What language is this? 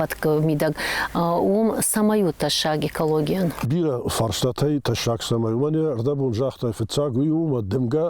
Ossetic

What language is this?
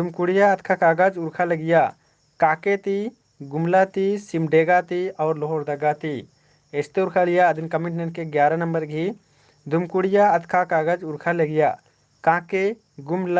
Kurukh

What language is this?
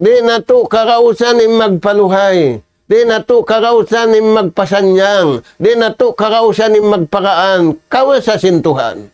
Tausug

